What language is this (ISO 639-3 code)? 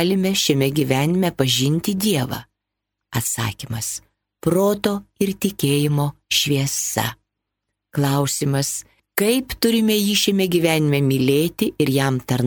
lit